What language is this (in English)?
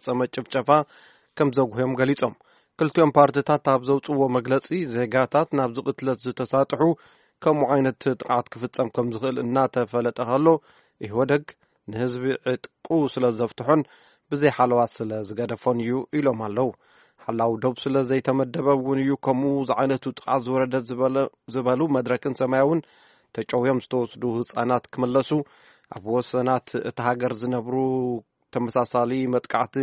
Tigrinya